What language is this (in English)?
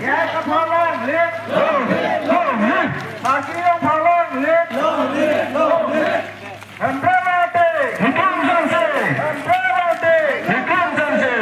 Karbi